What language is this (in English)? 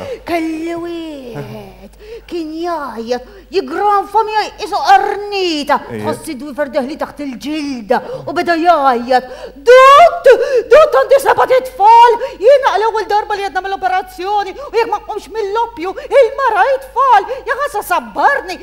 Maltese